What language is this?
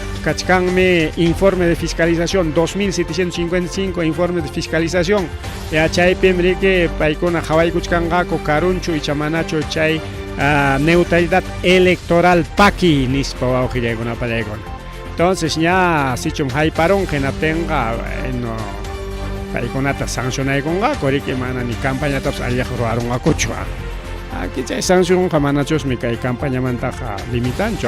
Ayacucho Quechua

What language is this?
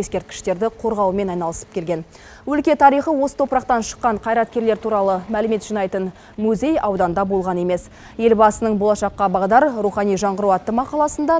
Kazakh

